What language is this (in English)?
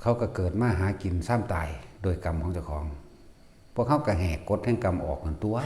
Northeastern Thai